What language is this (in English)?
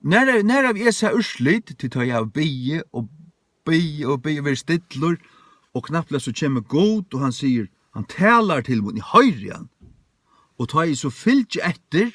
Faroese